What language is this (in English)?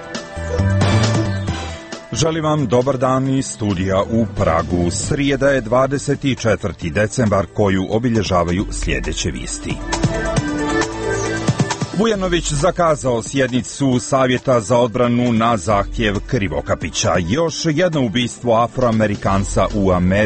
Serbian